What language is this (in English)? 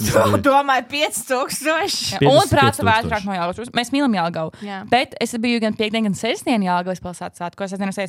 Latvian